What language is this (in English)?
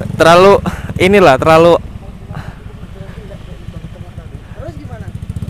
Indonesian